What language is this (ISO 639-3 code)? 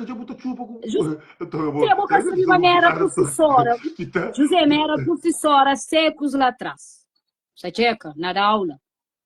kea